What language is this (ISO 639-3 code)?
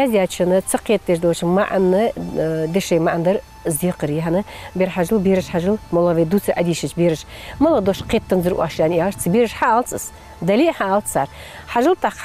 inh